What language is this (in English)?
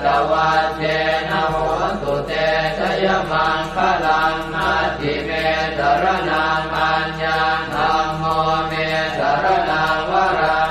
Pali